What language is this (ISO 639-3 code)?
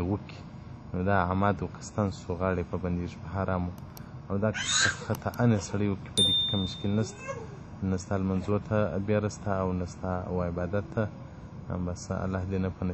pus